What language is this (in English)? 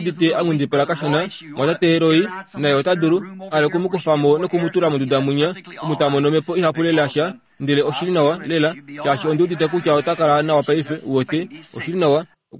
Kuanyama